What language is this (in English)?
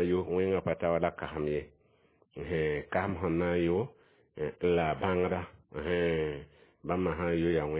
Mossi